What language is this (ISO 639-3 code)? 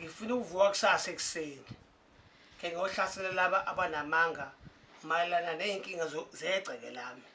zul